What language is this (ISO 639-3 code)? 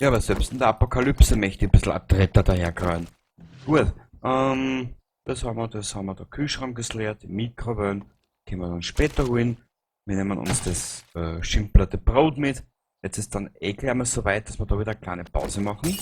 bar